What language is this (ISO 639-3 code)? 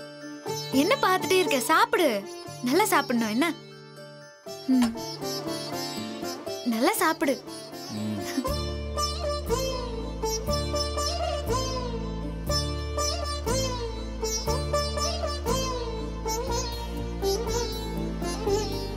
tam